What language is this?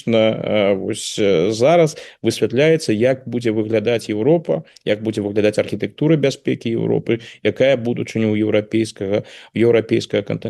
Belarusian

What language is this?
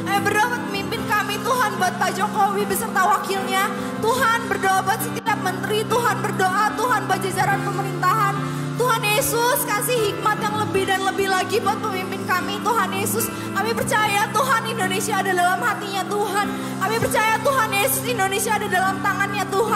Indonesian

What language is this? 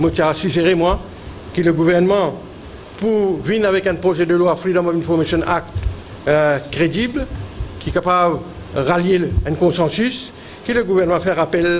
Morisyen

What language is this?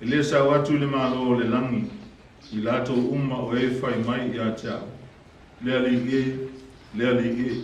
Samoan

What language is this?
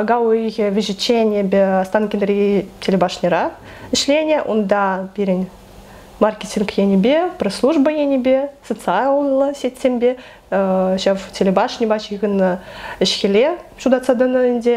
Chuvash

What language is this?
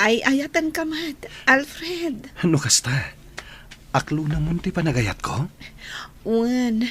Iloko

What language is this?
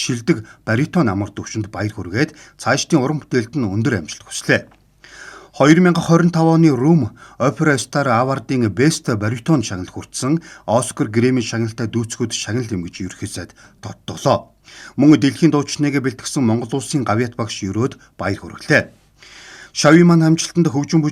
Mongolian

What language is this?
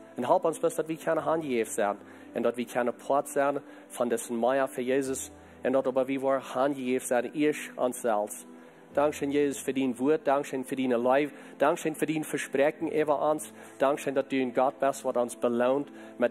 Plautdietsch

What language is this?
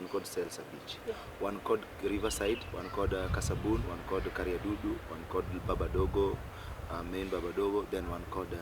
Luo (Kenya and Tanzania)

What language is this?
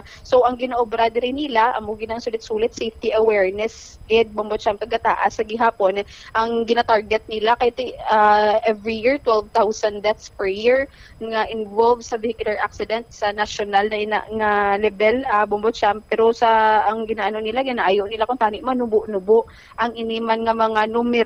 Hiligaynon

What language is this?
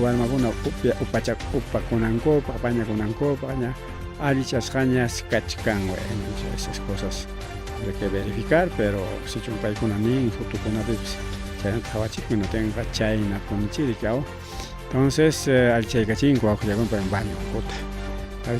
Ayacucho Quechua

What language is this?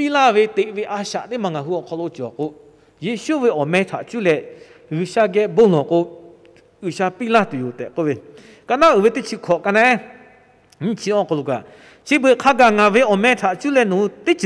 Lahu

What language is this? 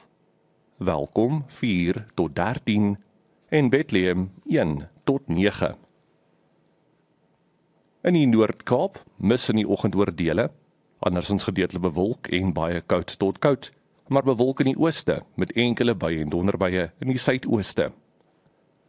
Afrikaans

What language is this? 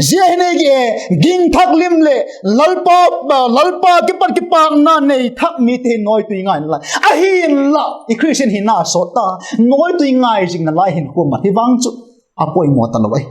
Vaiphei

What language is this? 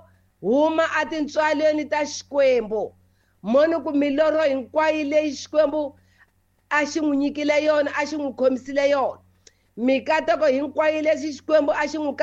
Tsonga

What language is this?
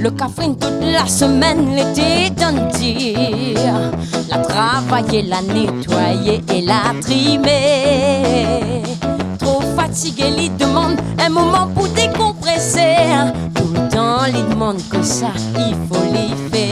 Réunion Creole French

